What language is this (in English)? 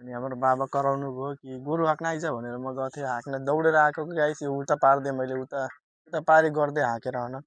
Nepali